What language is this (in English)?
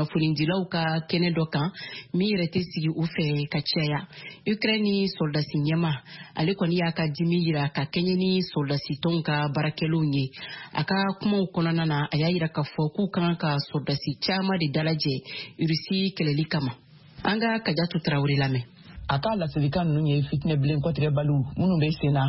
Bambara